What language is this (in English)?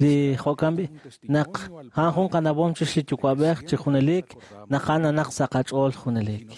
Kekchí